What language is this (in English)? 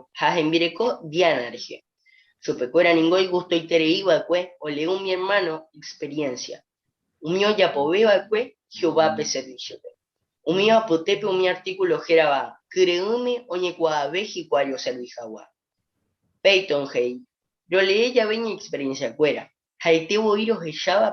Guarani